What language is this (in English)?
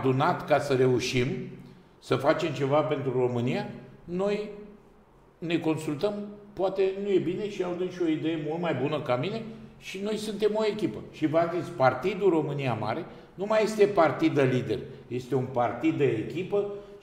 Romanian